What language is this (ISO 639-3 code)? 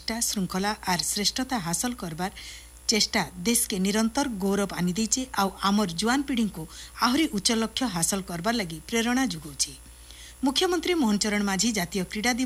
ori